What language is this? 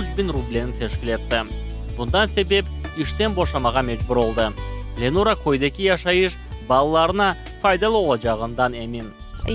Crimean Tatar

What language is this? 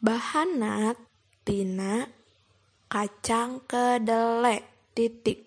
Sundanese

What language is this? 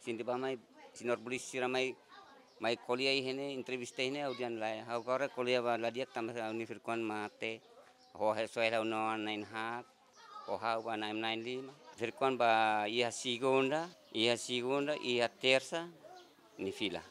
Tetum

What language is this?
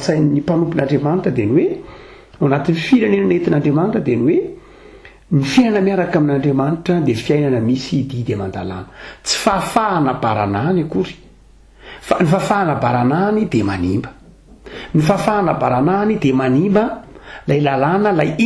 Malagasy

